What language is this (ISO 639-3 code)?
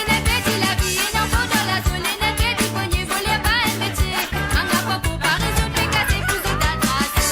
mfe